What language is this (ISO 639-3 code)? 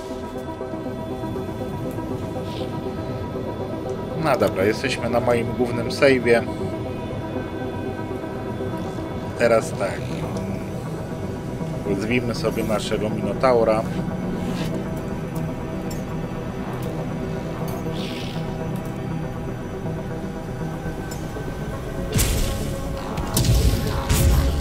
pol